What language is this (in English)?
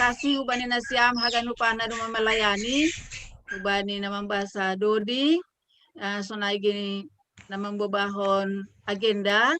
Batak Simalungun